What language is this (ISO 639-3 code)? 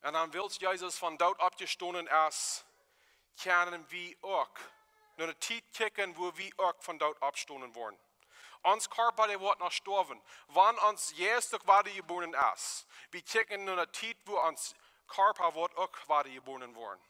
pdt